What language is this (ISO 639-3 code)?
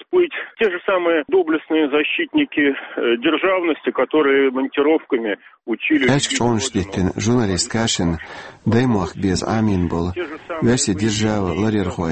che